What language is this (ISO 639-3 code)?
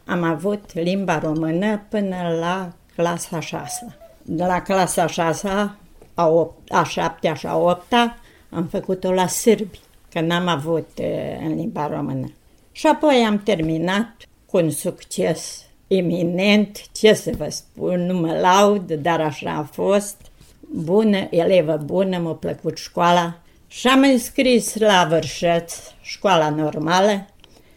ron